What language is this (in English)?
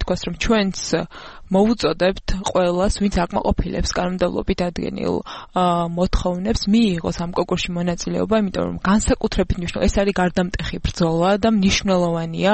Georgian